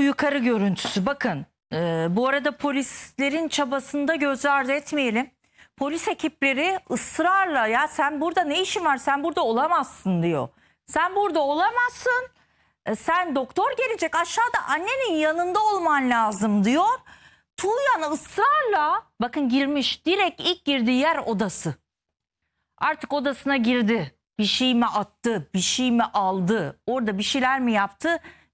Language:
Turkish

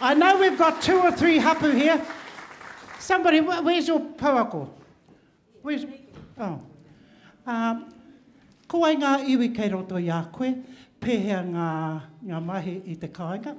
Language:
Māori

